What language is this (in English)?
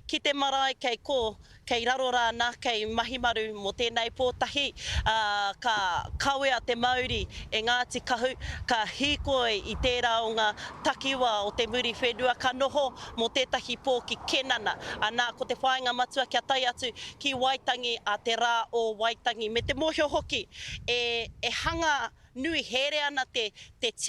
Māori